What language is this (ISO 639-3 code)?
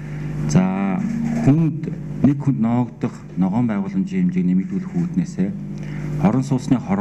mon